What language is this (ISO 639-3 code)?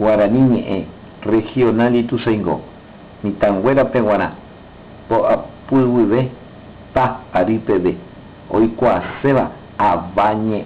grn